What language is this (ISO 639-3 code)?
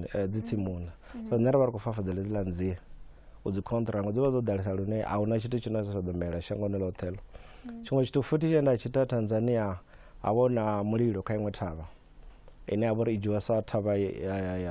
ven